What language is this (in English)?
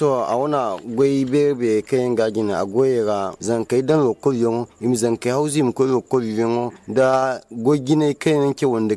Zarma